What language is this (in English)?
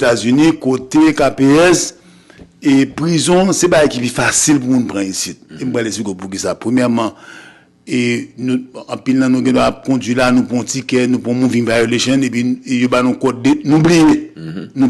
Haitian Creole